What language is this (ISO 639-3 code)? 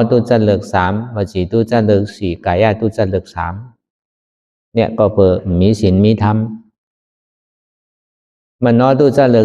shn